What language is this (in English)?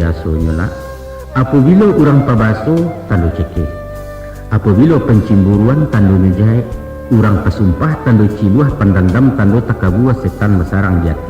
Minangkabau